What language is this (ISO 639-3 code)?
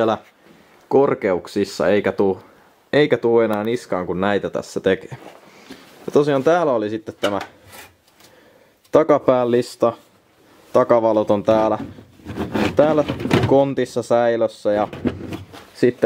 fin